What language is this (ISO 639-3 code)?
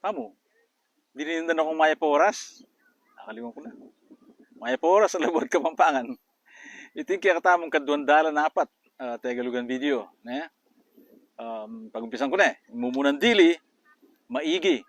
pam